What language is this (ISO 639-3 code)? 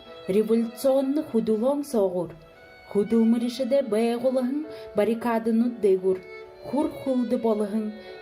bua